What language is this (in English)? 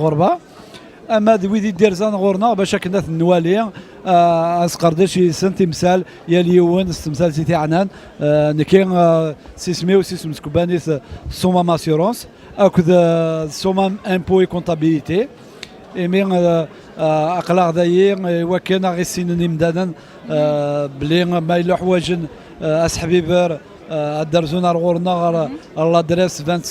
Kabyle